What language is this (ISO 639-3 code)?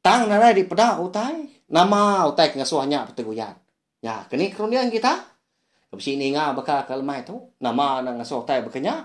iba